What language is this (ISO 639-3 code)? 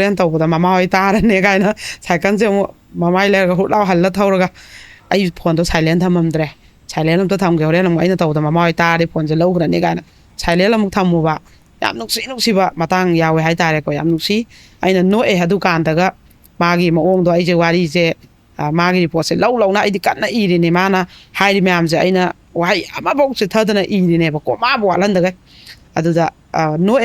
mni